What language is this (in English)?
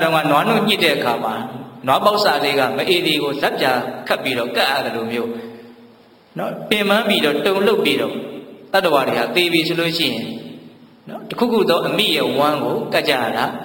Burmese